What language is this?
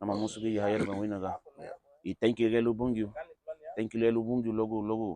Garifuna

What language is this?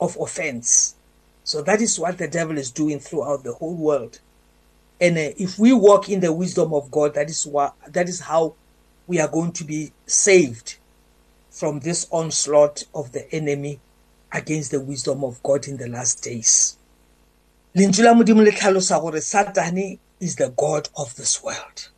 English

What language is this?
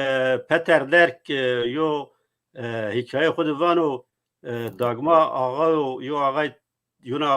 Zaza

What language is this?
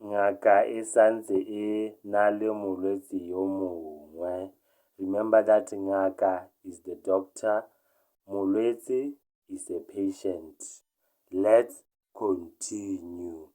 Tswana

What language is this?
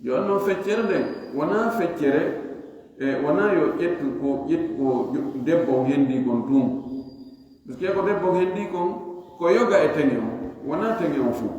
Fula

